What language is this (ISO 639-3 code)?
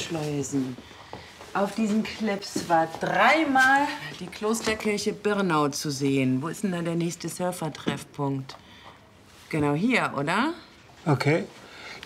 deu